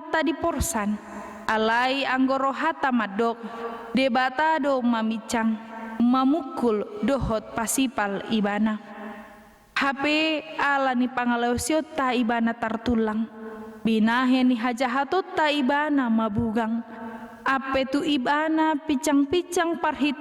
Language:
Batak Toba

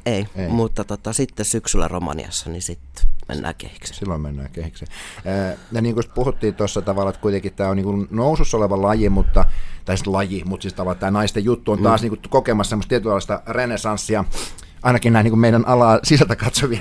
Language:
Finnish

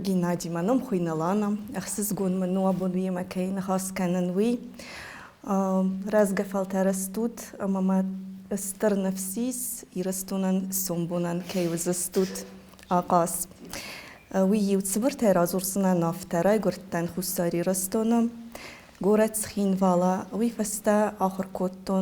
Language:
Ossetic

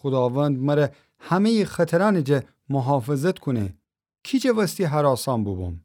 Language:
Gilaki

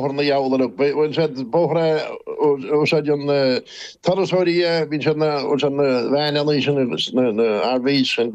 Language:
Irish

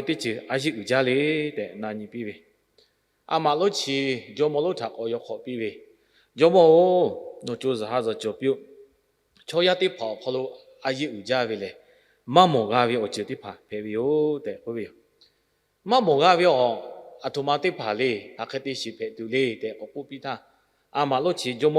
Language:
Lahu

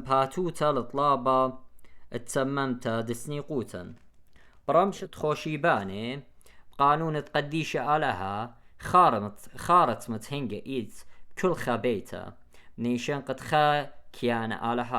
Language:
Assyrian Neo-Aramaic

